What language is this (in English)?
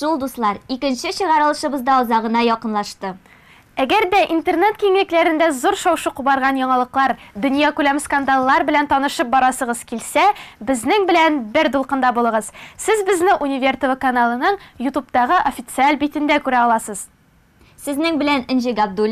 Tatar